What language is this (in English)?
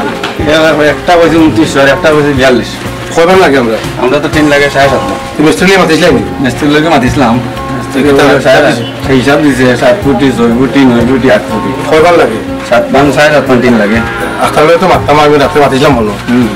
Sylheti